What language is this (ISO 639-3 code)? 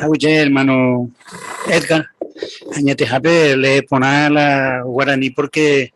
grn